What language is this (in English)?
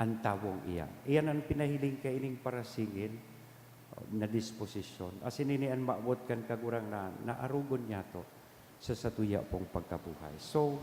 Bikol